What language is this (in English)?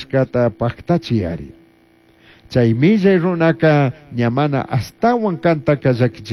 Chimborazo Highland Quichua